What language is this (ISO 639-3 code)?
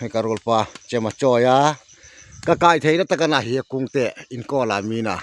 hmr